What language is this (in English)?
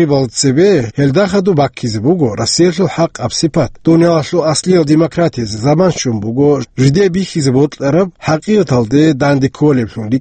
Avaric